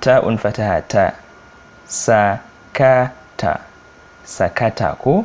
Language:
Hausa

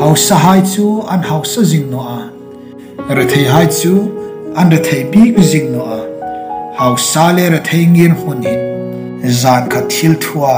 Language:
Hmar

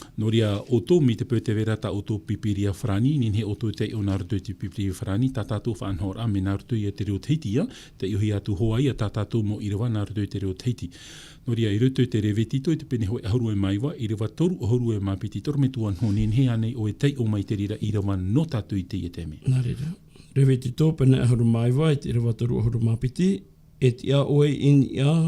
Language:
Tahitian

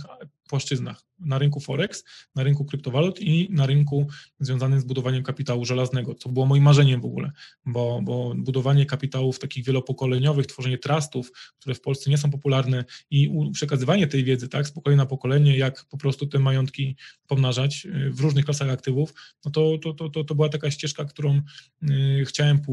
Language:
Polish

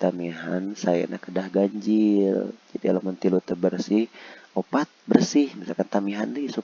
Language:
Sundanese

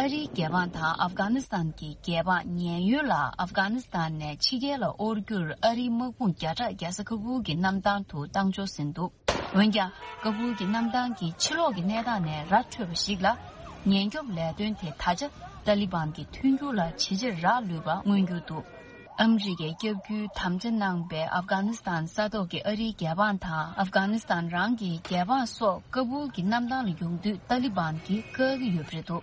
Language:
Tibetan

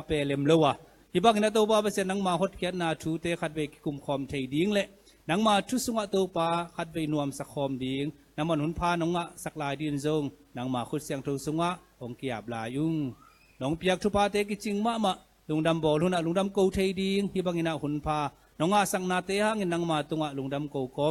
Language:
Tedim Chin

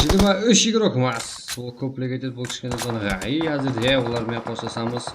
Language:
Kara-Kalpak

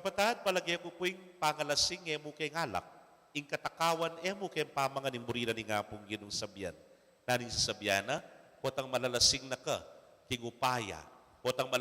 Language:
Pampanga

